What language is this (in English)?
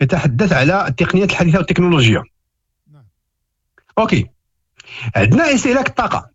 Moroccan Arabic